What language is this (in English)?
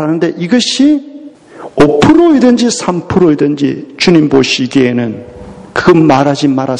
Korean